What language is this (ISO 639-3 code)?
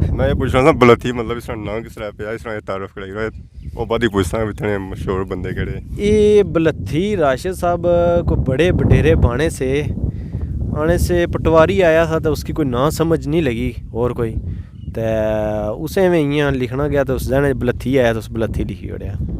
phr